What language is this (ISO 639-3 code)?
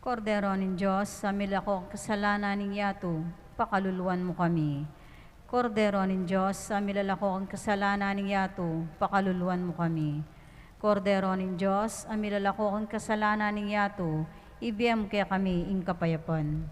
pam